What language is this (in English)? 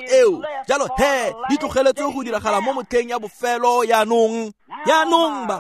Tswana